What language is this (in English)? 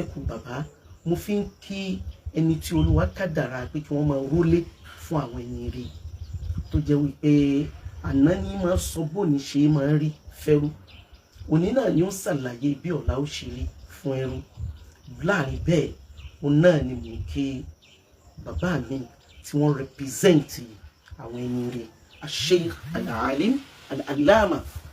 Yoruba